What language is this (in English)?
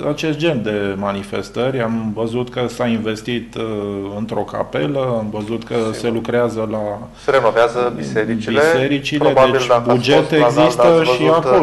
Romanian